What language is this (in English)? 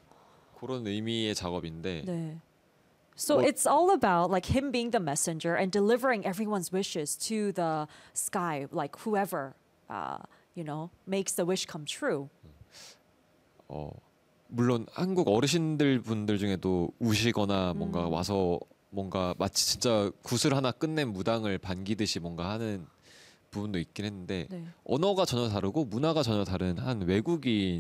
Korean